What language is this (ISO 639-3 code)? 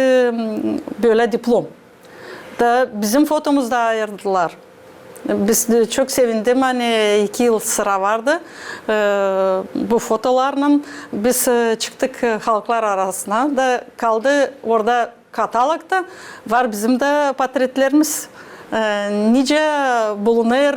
gag